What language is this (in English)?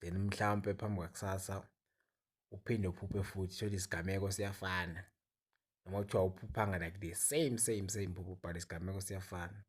Zulu